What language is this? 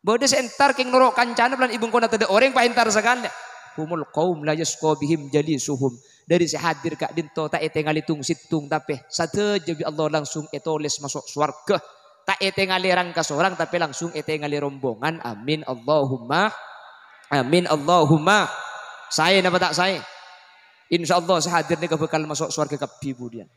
Madurese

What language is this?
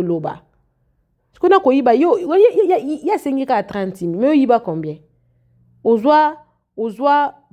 Lingala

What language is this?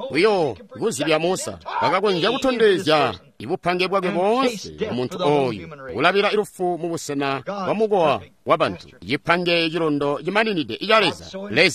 Tonga (Zambia)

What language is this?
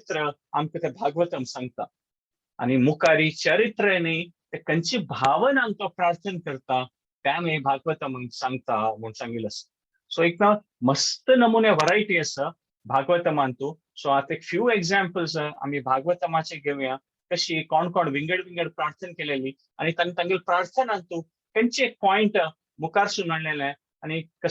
Konkani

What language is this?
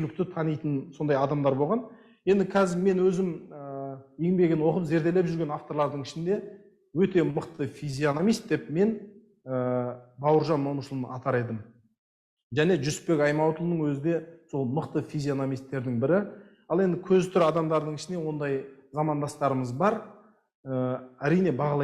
Kazakh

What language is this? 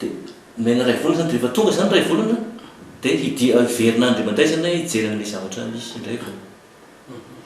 Malagasy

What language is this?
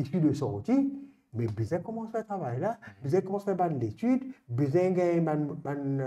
Morisyen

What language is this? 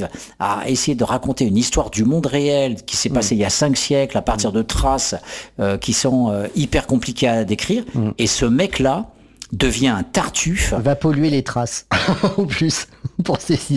French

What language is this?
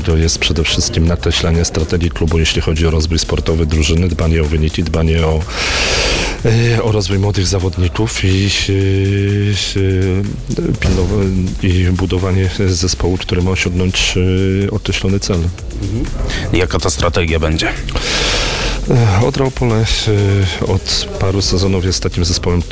Polish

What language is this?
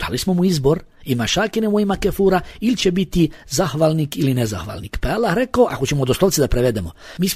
Bosnian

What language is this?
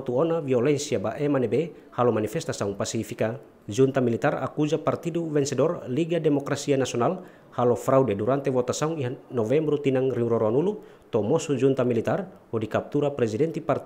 Tetum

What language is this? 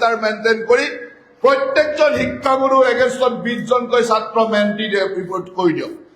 Assamese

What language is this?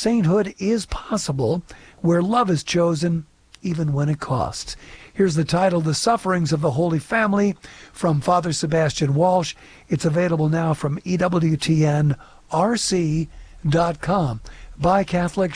English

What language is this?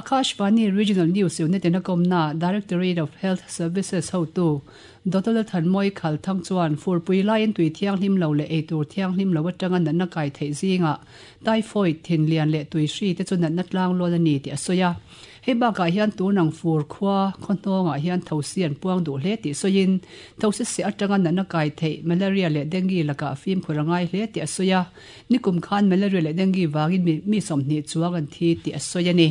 Mizo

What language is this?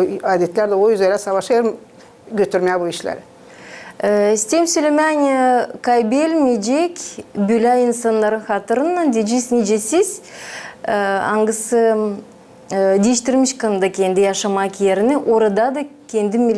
Gagauz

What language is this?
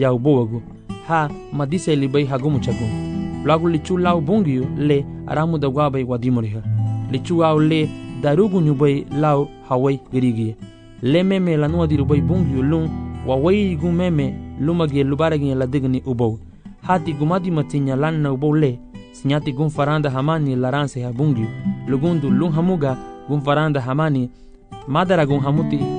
Garifuna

